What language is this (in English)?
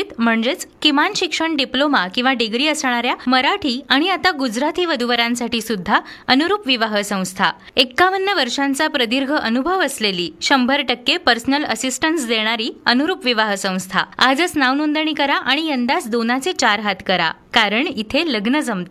Marathi